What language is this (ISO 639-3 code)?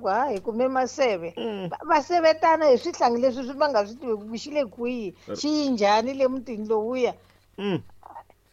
tso